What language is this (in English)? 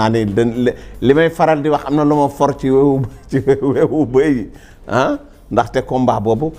Wolof